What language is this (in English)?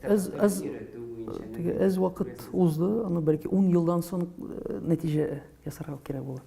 Tatar